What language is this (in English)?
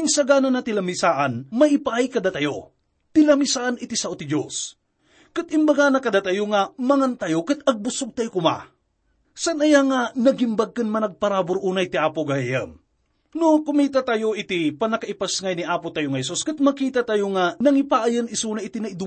Iloko